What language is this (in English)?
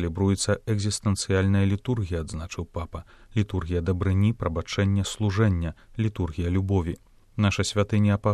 Belarusian